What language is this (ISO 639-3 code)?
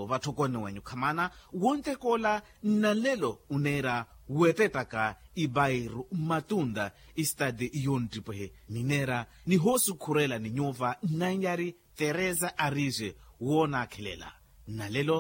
vmw